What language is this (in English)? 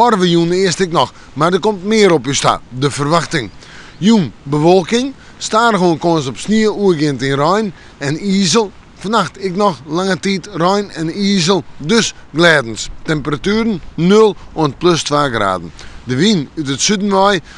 Western Frisian